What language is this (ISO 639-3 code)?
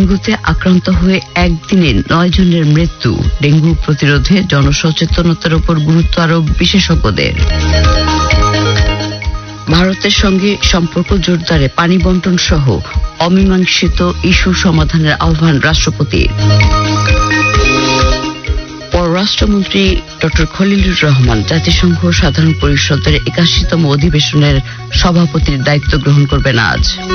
ben